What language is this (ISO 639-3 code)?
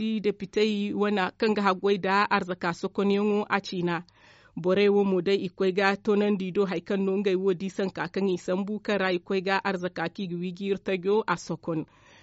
dje